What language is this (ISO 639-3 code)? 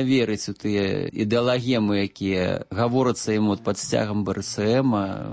bel